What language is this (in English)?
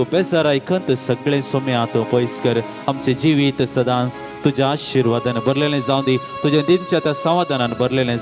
Konkani